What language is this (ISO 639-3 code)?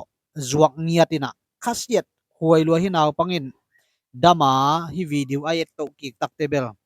ctd